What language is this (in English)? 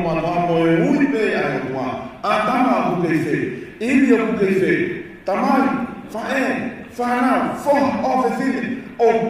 Tongan